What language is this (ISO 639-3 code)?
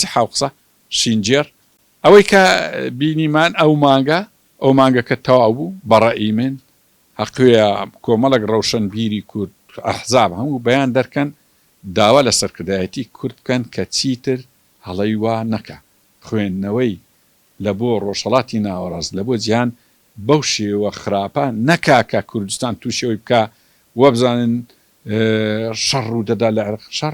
ckb